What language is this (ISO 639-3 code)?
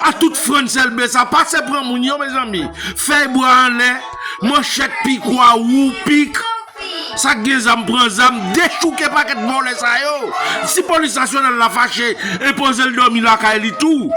hat